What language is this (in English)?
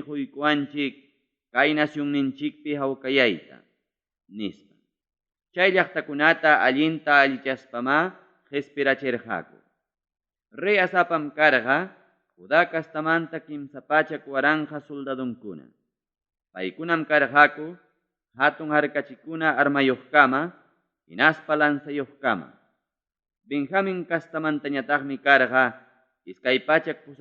Ayacucho Quechua